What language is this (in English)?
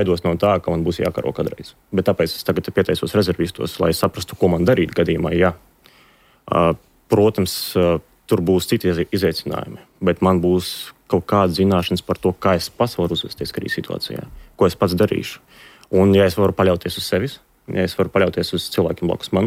Latvian